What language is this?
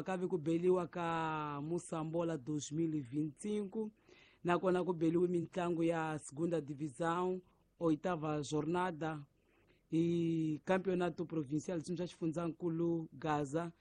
Tsonga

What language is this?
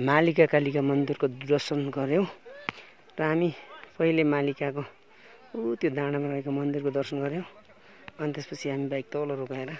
Nepali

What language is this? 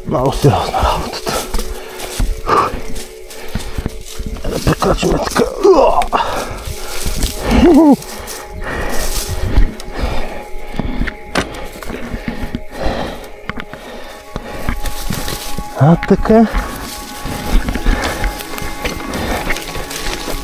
Bulgarian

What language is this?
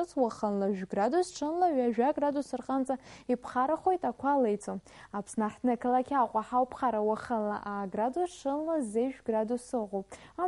Abkhazian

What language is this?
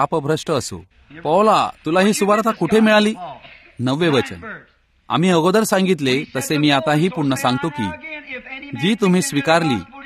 Marathi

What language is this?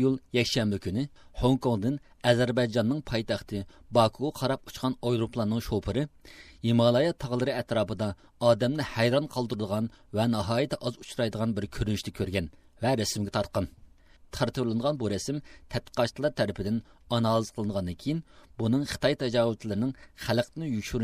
Uyghur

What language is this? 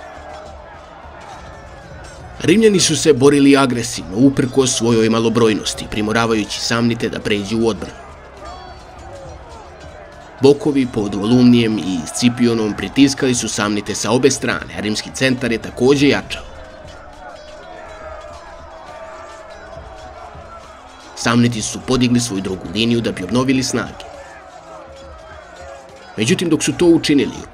Serbian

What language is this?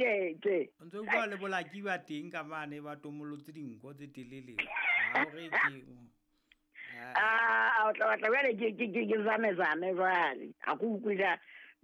Southern Sotho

